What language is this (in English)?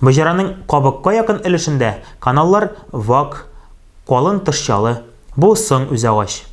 Tatar